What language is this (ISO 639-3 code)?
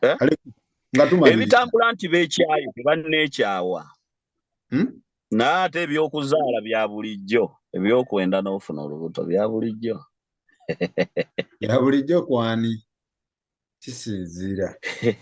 lug